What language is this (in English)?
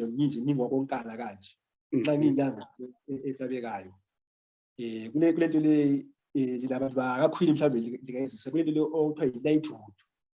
Zulu